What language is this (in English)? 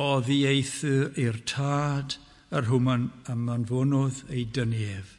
Welsh